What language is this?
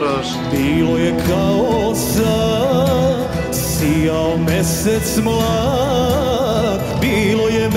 Serbian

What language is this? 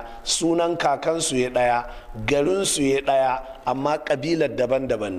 Hausa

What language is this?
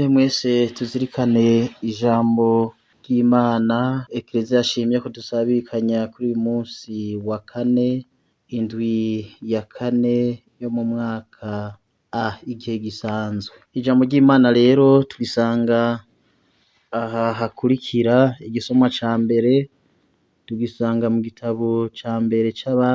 Rundi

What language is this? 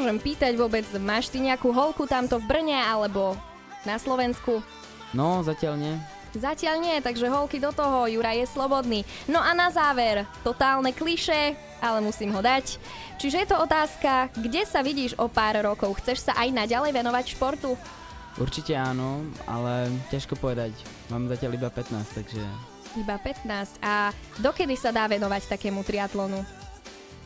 Slovak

